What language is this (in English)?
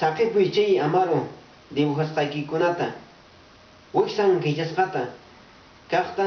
Quechua